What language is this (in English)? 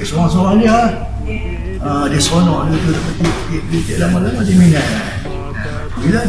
Malay